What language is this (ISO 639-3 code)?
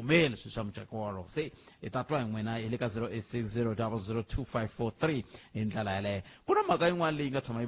tso